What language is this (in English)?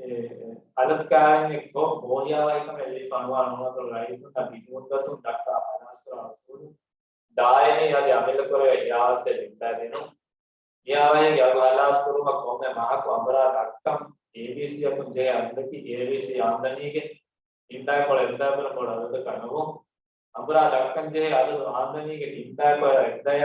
Divehi